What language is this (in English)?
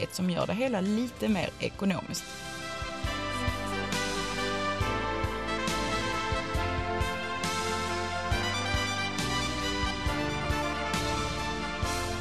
Swedish